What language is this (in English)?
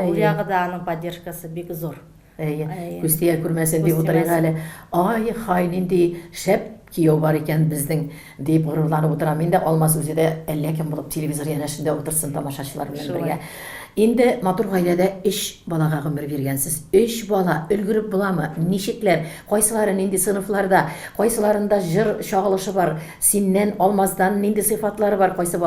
Tatar